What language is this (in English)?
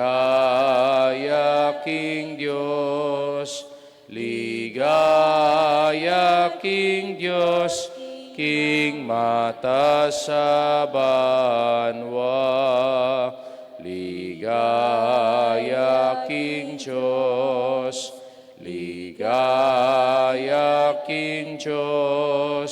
Pampanga